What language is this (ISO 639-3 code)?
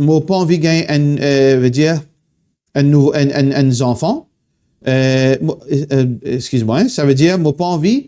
mfe